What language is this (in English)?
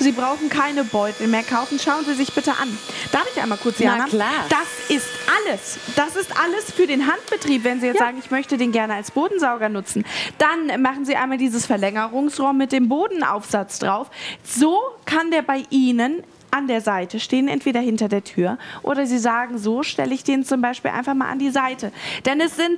German